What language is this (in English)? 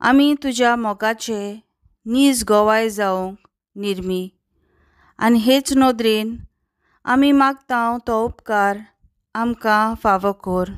Konkani